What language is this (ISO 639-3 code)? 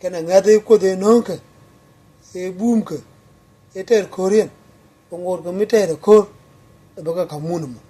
nus